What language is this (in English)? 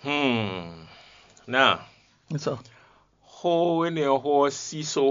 Fon